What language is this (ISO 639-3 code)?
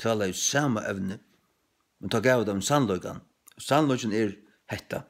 fao